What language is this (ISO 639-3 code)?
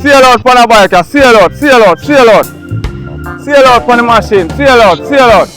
jam